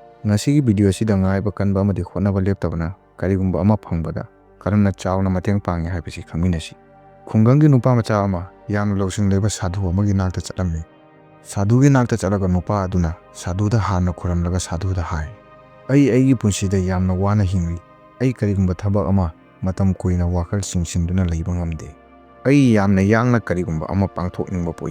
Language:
Manipuri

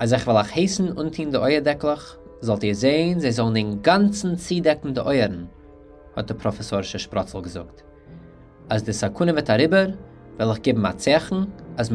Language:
Yiddish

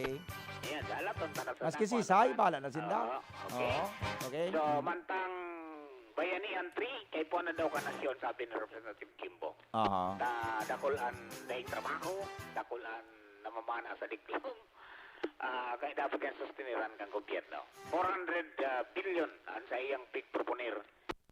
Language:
Bikol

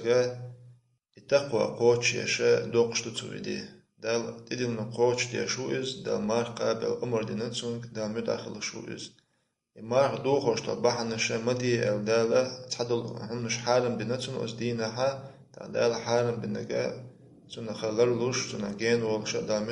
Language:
Chechen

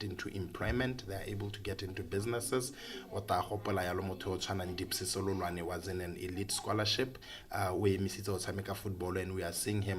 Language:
Tswana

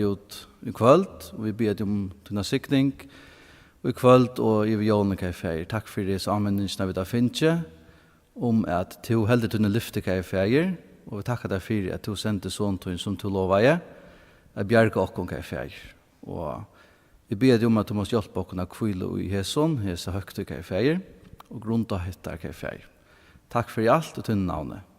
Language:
Faroese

